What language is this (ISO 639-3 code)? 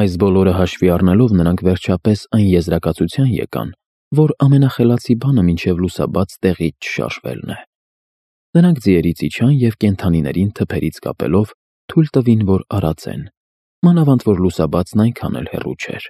hye